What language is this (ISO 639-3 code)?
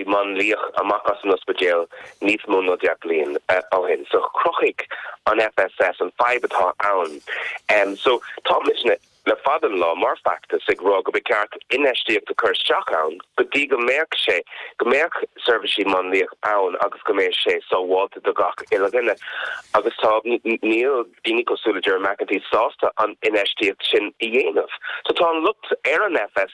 gle